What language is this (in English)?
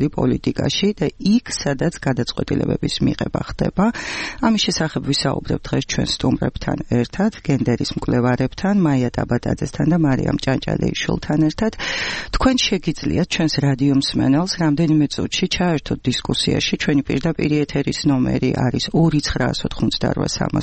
Georgian